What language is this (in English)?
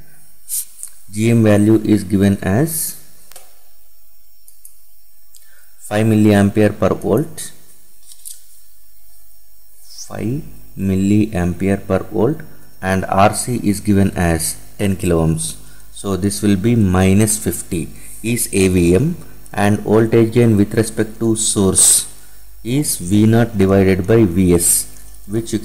English